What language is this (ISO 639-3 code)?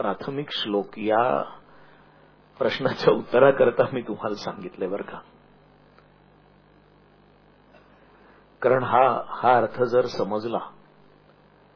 mar